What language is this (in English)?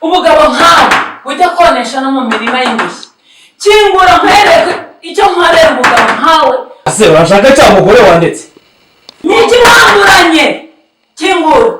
Kinyarwanda